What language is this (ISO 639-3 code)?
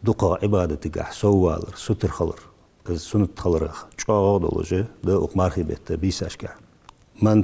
inh